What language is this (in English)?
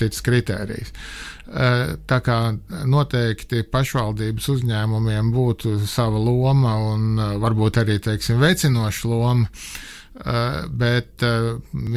Latvian